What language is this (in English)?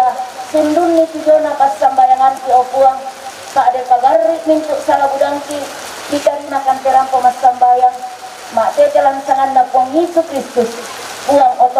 Toraja-Sa'dan